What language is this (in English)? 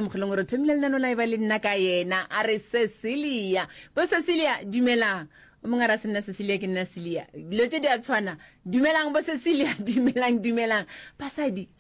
Northern Sotho